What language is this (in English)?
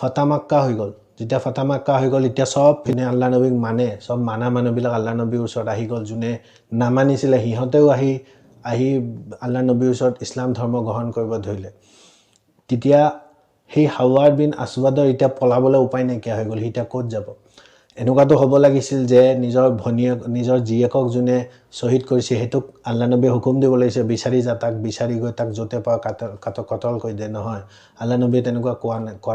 Assamese